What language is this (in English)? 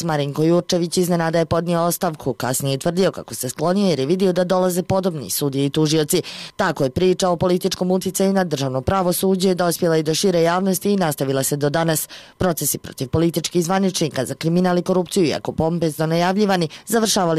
Croatian